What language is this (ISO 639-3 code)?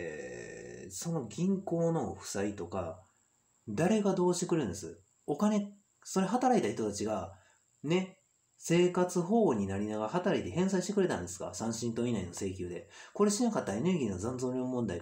jpn